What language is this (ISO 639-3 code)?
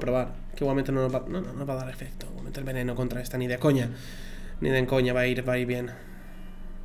spa